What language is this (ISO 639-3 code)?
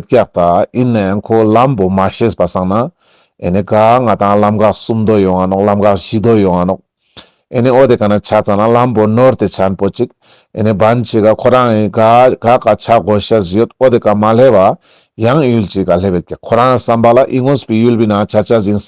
lbj